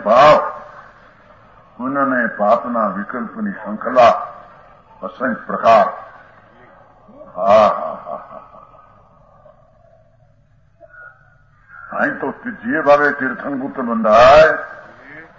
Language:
Gujarati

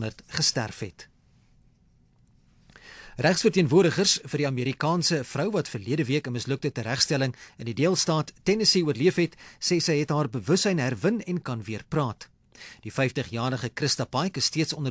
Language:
Afrikaans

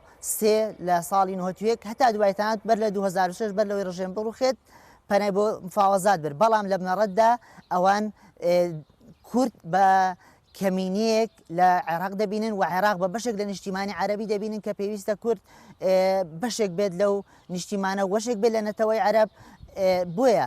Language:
Central Kurdish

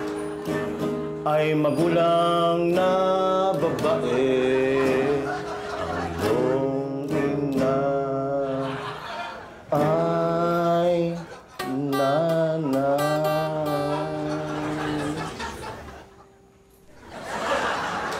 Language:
Filipino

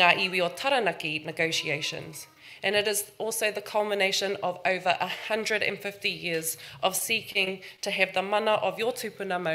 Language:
Māori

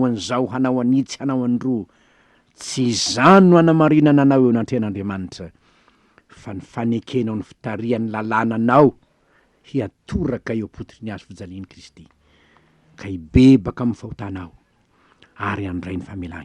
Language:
Malagasy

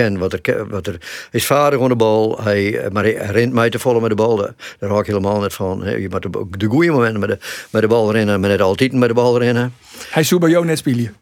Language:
Western Frisian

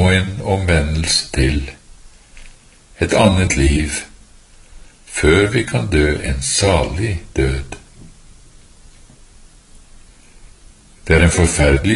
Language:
Norwegian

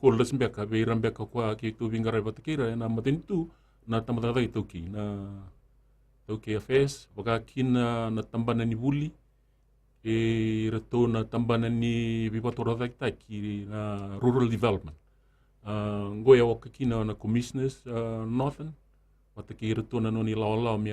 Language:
Fijian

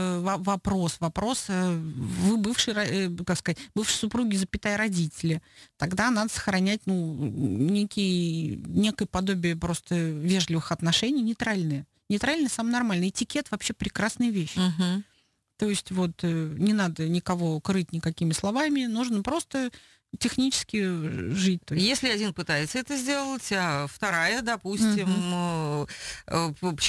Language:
Russian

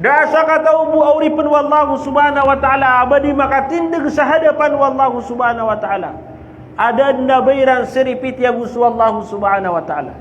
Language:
Maranao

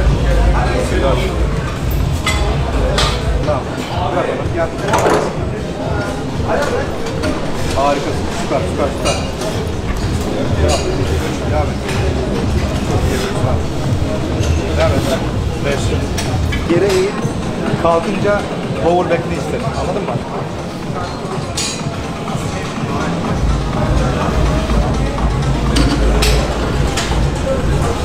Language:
Turkish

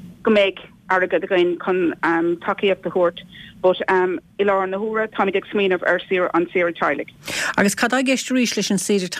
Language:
Irish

